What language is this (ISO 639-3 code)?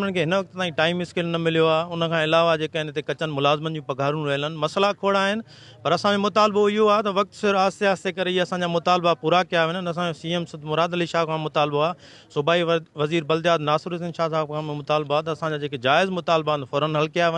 snd